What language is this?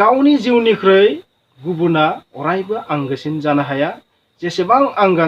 Bodo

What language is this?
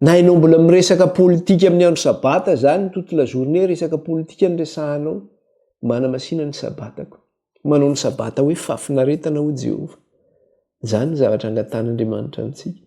Malagasy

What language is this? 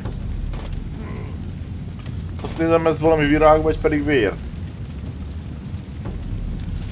Hungarian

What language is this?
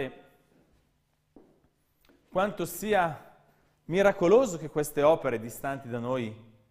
Italian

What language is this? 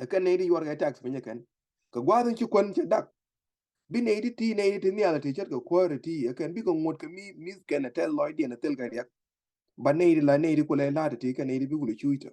Nuer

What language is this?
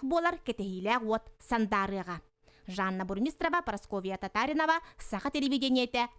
Yakut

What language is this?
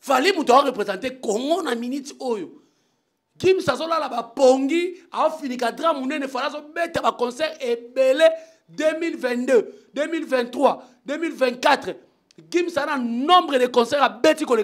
Lingala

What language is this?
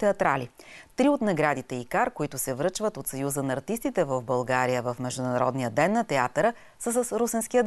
Bulgarian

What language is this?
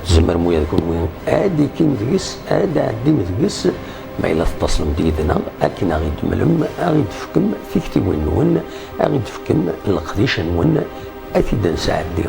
Kabyle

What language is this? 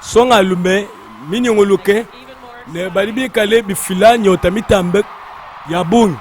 Luba-Lulua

